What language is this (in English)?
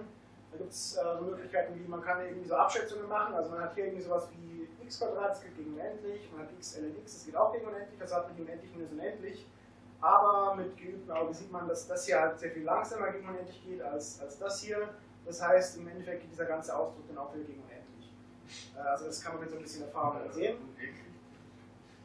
German